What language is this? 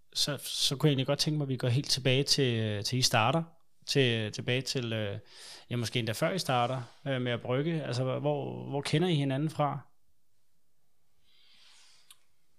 Danish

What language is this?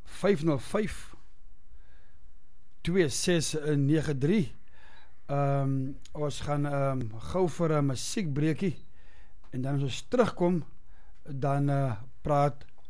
Afrikaans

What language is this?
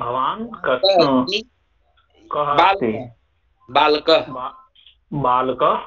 Sanskrit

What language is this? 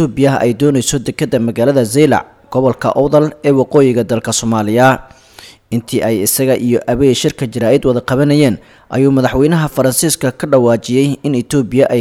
Somali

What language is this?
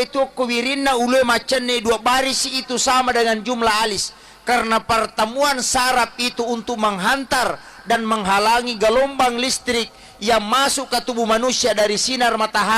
Buginese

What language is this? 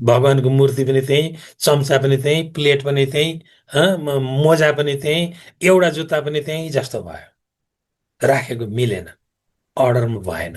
Nepali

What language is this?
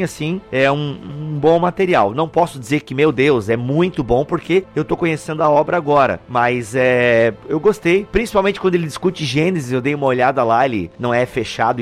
Portuguese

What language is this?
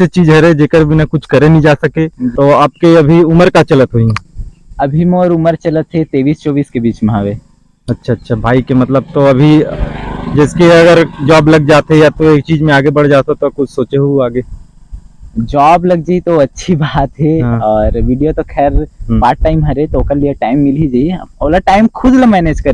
Chhattisgarhi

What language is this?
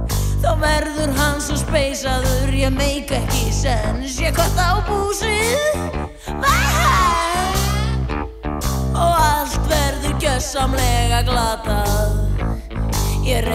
Icelandic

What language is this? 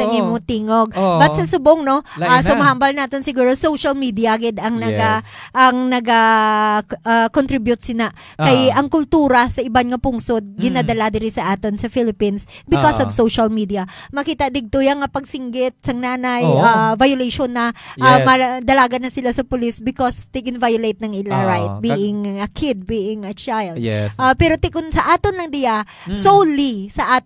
Hiligaynon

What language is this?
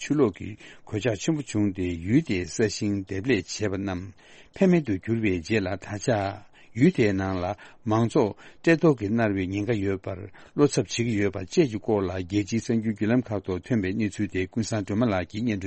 Tibetan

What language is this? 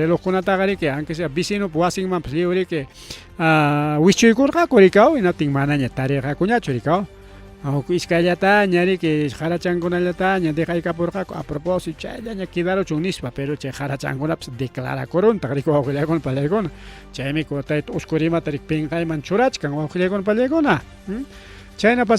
Ayacucho Quechua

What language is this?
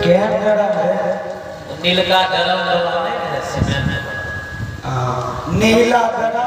Maithili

